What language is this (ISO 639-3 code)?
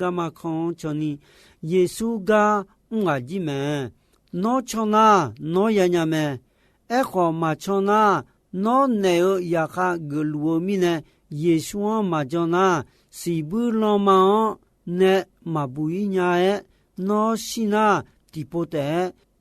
ahk